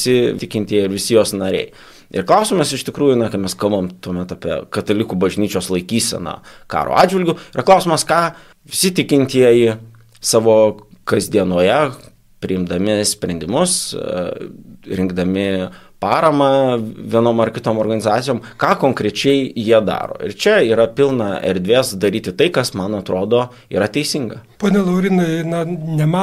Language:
Lithuanian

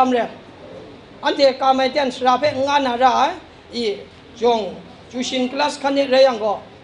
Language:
Kachin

